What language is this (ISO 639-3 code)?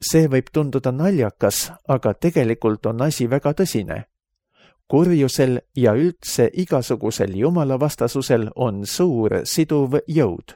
est